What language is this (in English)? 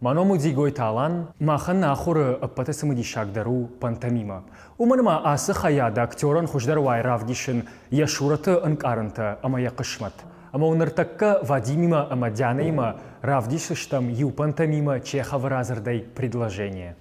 Ossetic